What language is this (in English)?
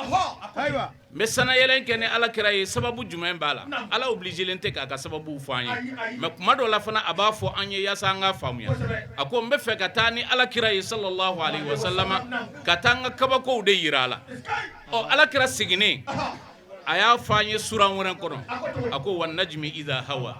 Bambara